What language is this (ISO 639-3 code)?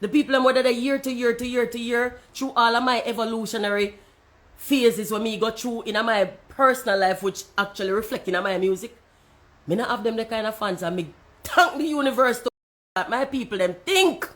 jam